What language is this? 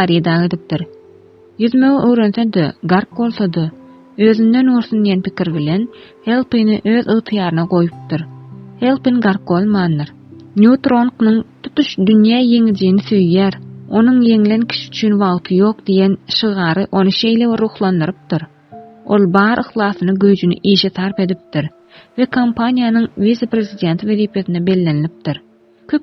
Turkmen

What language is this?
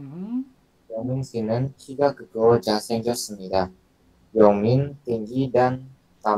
Korean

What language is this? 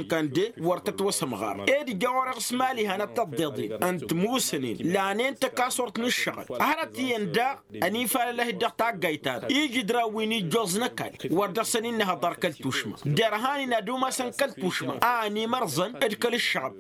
Tamasheq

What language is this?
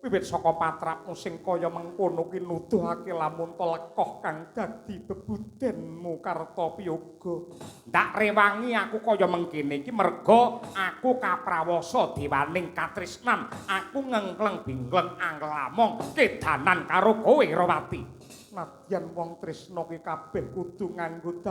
Javanese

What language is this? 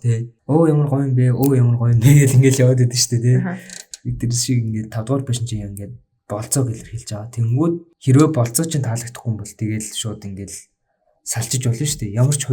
Mongolian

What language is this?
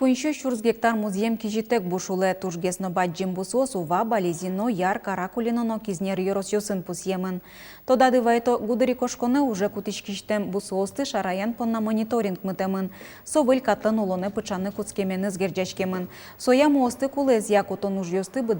Udmurt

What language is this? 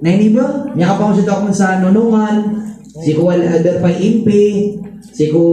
Maranao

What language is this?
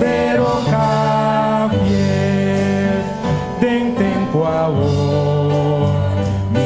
Papiamento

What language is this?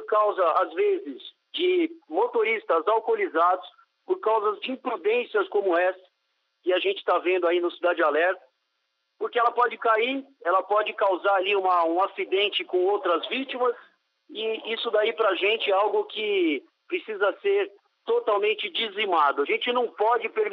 Portuguese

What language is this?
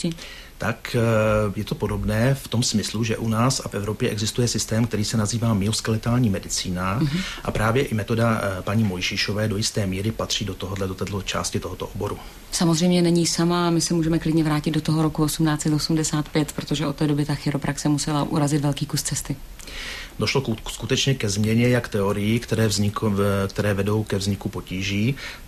Czech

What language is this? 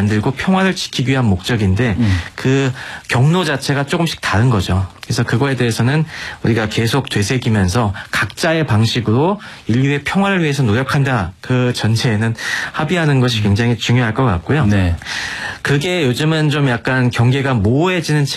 Korean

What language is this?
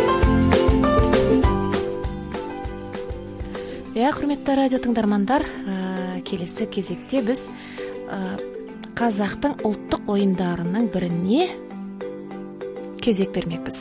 Kazakh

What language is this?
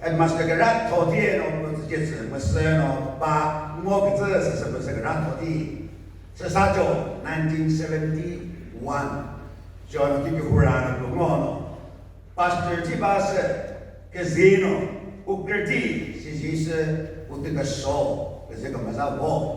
Chokri Naga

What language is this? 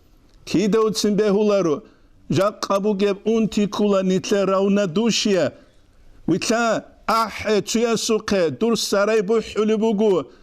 Avaric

